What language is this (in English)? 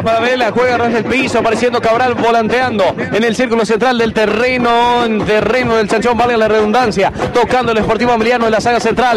Spanish